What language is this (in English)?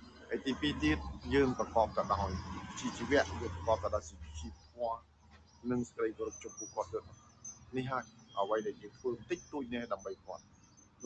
Khmer